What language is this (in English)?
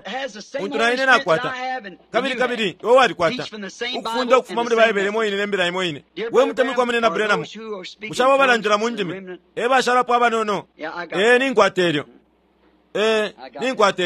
Bemba